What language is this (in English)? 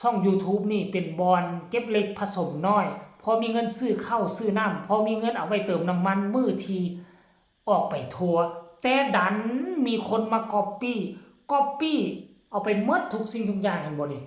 Northeastern Thai